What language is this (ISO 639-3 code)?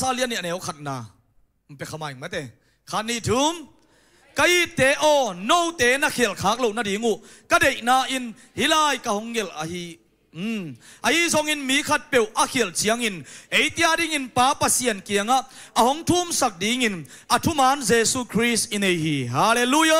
ctd